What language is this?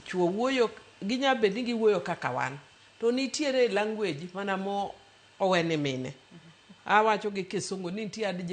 Luo (Kenya and Tanzania)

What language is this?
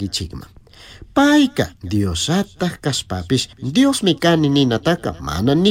Chimborazo Highland Quichua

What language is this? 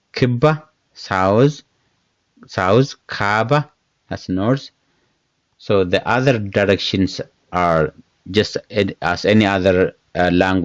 English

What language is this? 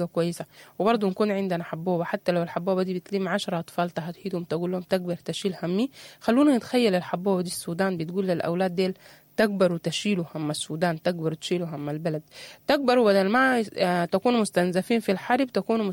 Sudanese Arabic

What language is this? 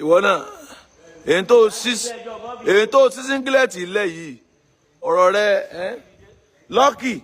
Yoruba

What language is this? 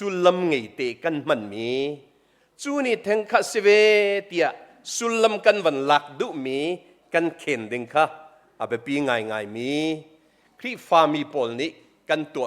Hakha Chin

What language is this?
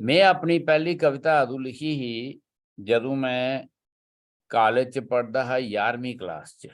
Dogri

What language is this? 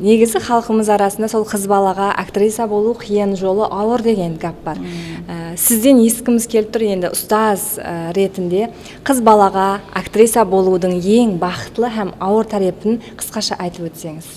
Kara-Kalpak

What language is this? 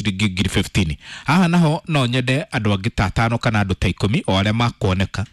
Kikuyu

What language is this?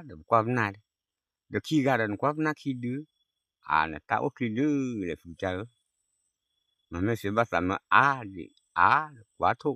S'gaw Karen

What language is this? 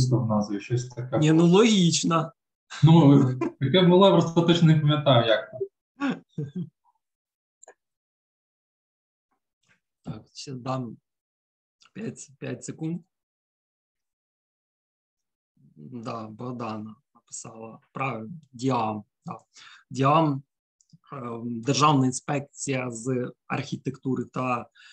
Ukrainian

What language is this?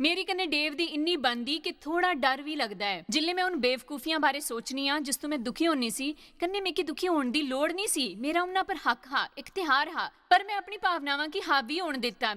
Dogri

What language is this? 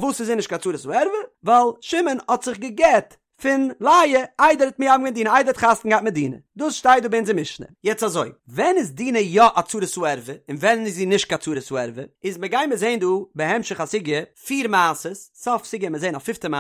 Yiddish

